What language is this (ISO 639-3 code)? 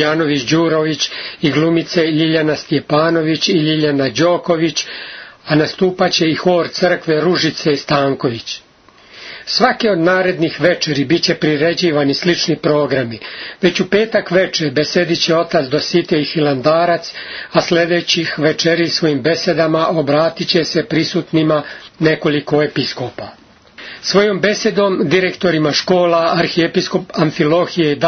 srp